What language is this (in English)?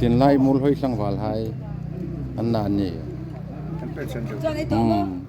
Hmar